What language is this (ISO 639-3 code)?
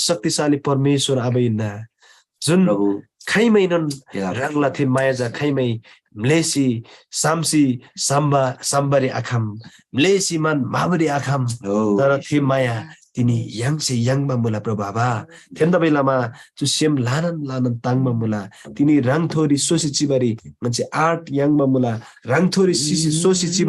taj